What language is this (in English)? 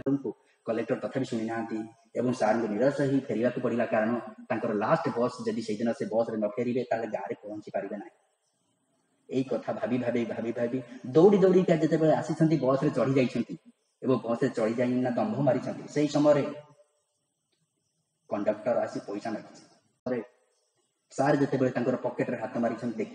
Odia